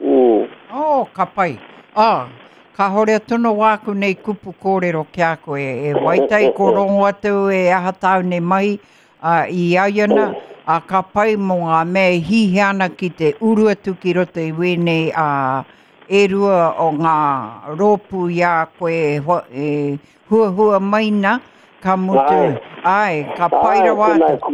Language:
Māori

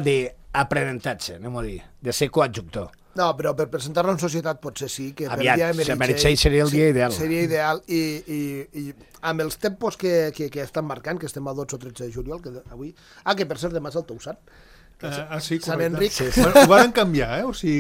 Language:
Catalan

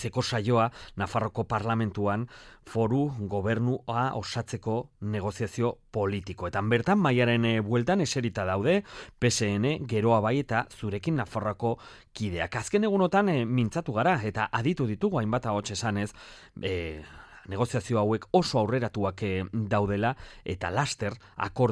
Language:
Basque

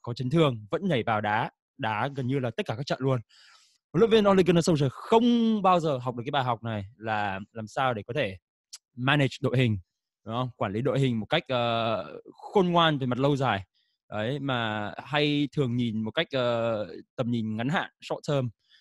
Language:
Vietnamese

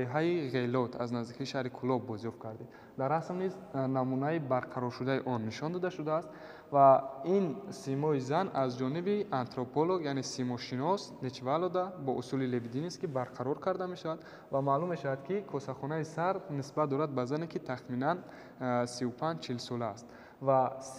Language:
Tajik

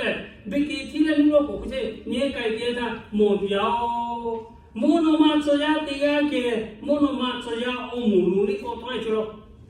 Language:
Lahu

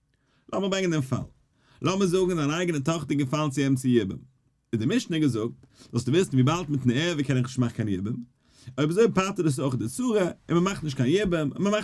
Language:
Yiddish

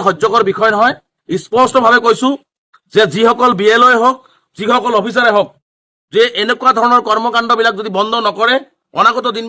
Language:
Assamese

